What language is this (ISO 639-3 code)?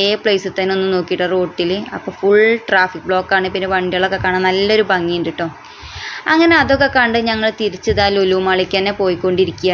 mal